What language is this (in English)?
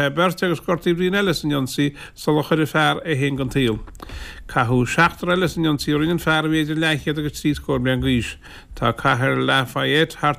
Irish